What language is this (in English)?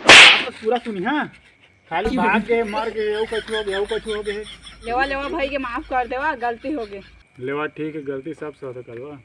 Chhattisgarhi